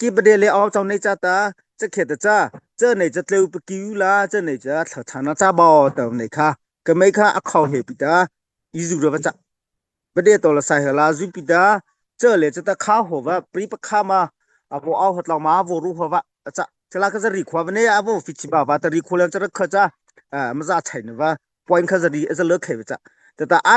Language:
Mara Chin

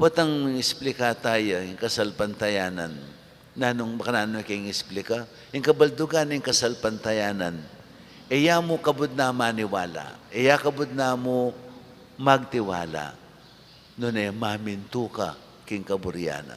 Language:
Pampanga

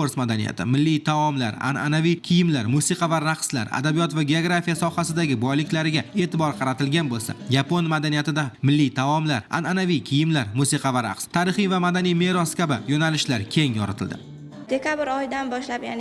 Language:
Uzbek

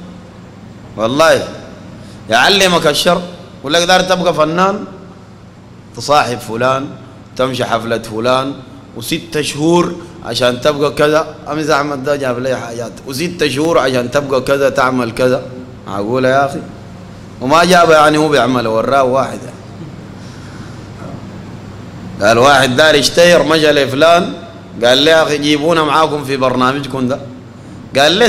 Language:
Sudanese Arabic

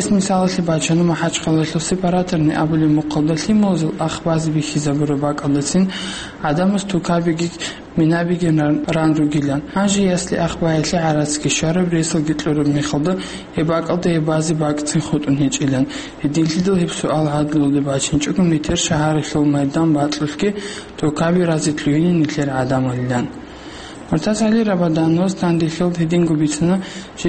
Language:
Avaric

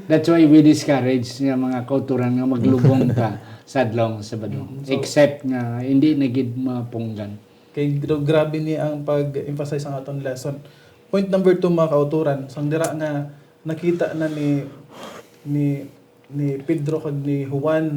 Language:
Hiligaynon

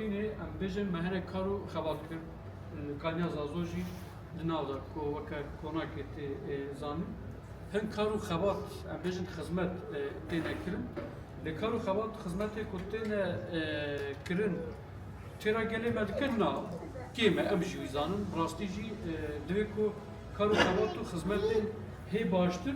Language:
Kurdish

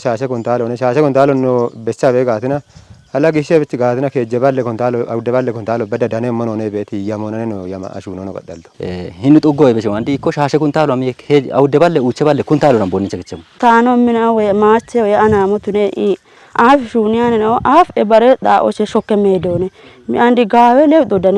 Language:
Kafa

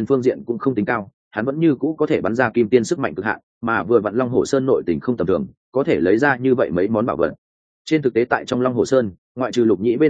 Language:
Vietnamese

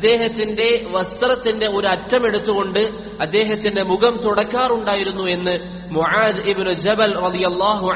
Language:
Malayalam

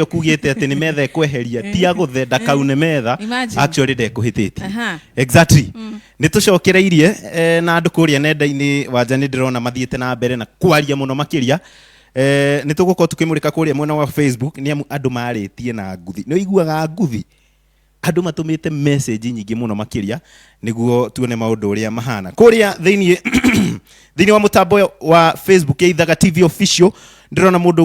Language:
Kikuyu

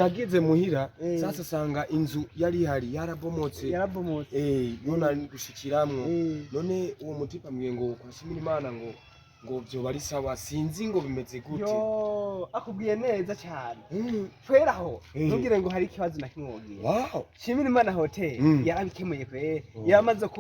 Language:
Rundi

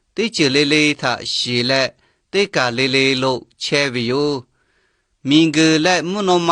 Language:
Lahu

